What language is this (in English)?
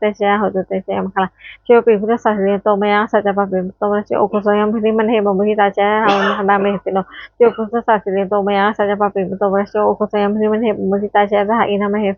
Pali